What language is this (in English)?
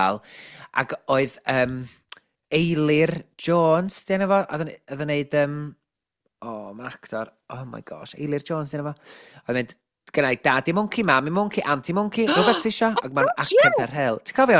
Welsh